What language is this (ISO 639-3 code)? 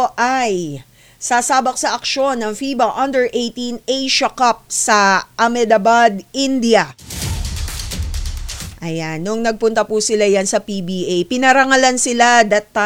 fil